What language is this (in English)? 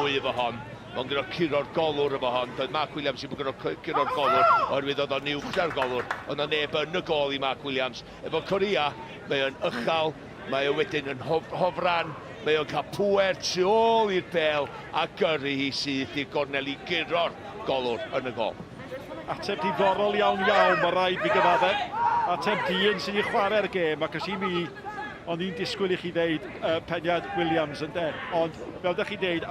Welsh